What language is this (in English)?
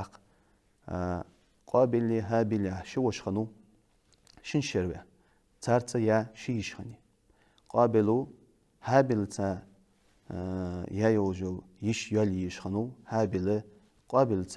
Ingush